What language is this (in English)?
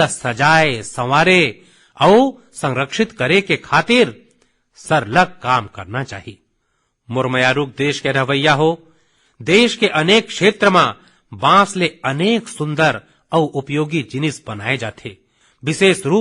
Chhattisgarhi